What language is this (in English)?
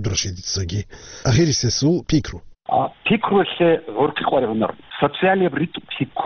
Avaric